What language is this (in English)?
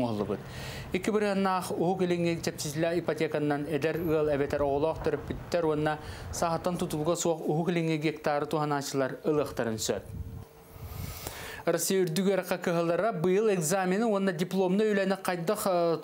Yakut